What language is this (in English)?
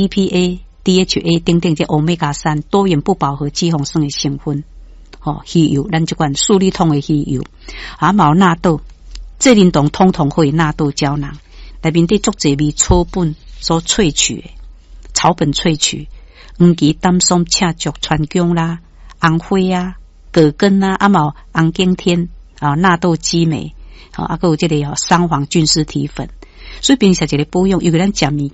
Min Nan Chinese